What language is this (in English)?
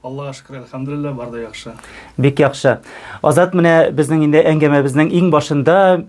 Tatar